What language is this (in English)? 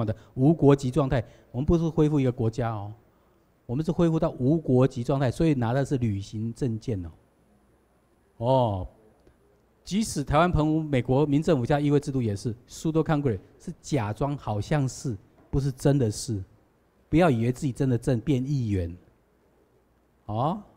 Chinese